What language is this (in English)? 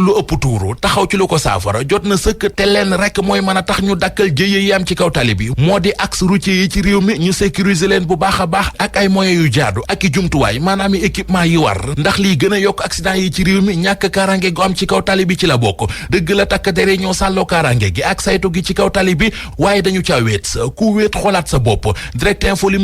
Wolof